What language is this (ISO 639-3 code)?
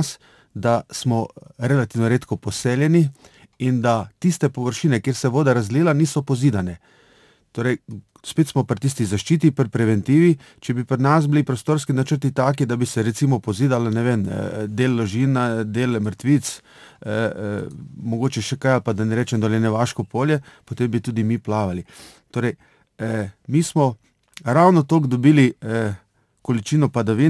slv